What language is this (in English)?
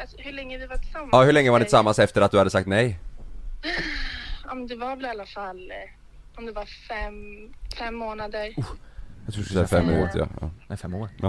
Swedish